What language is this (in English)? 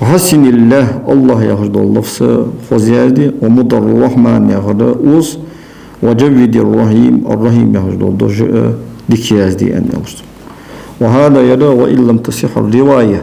Ingush